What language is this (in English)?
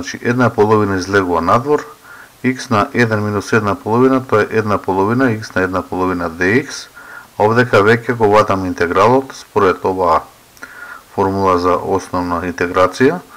Macedonian